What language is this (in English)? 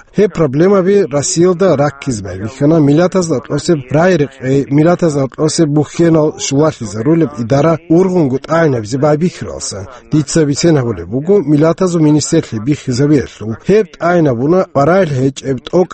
Avaric